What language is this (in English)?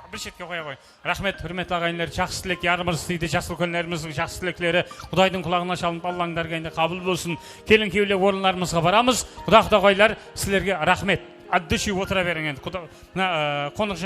Kara-Kalpak